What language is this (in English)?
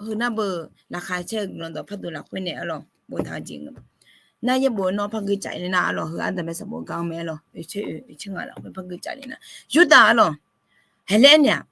Akha